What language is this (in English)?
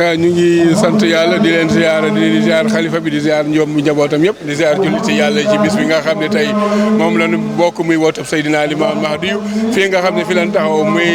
Wolof